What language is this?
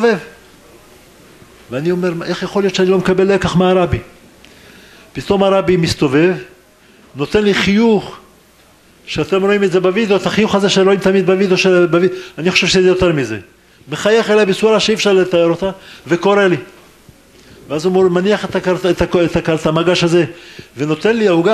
Hebrew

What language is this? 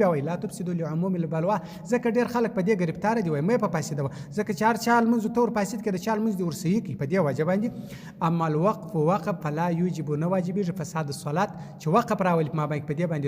Pashto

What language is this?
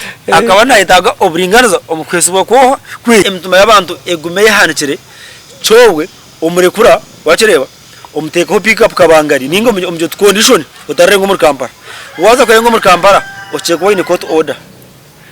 Nyankole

